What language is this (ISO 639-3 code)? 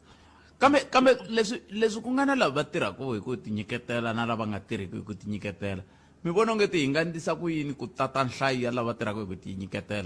tso